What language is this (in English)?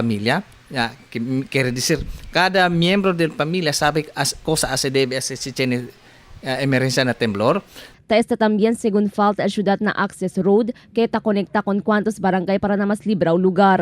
Chavacano